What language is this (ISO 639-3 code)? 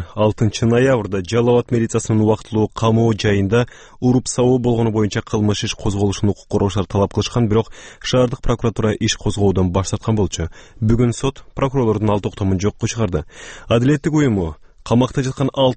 kir